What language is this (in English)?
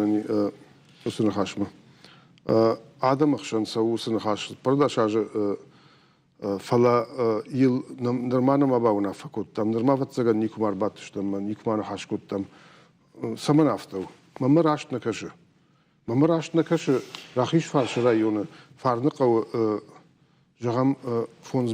Ossetic